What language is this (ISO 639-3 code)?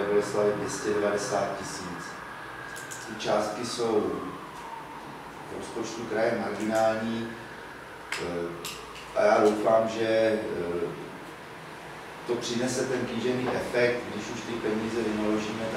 ces